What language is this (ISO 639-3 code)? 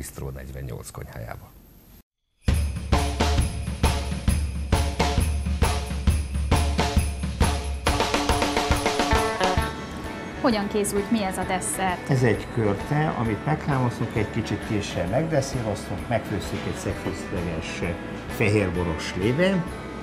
hun